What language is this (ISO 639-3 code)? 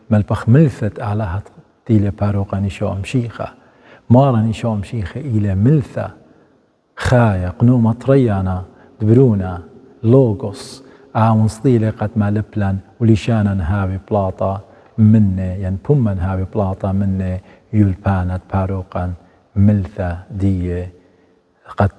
aii